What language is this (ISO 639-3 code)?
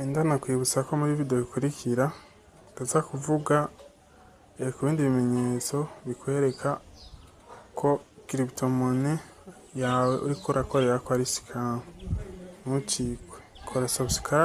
run